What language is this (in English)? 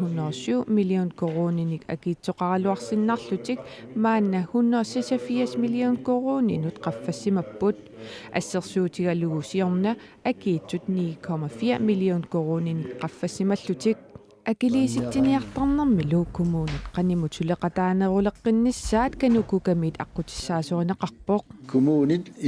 Kalaallisut